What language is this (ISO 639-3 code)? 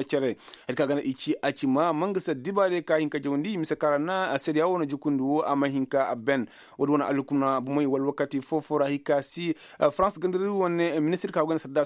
ses